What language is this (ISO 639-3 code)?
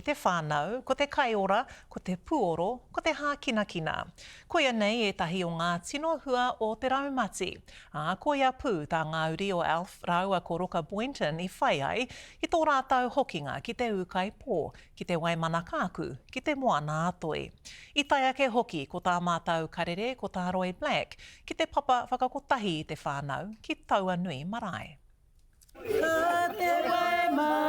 mri